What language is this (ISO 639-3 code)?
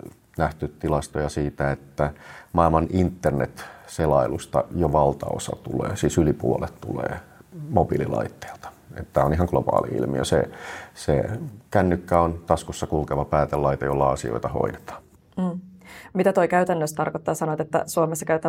fin